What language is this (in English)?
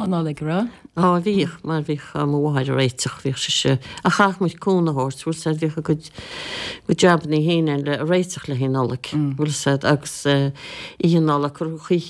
Irish